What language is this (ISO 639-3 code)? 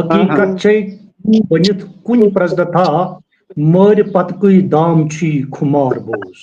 kas